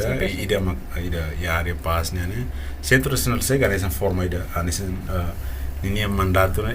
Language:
Tetum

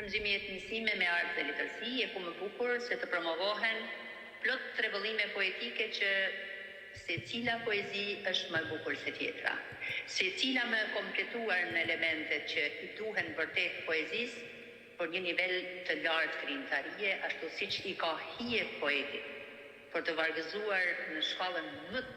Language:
Albanian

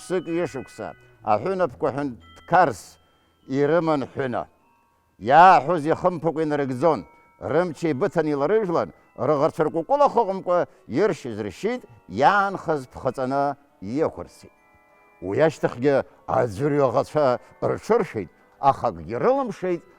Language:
Abkhazian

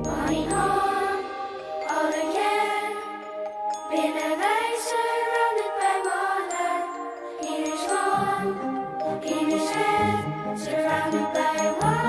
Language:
Western Frisian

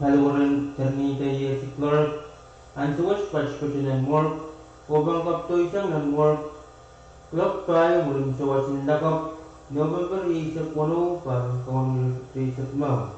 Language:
Pohnpeian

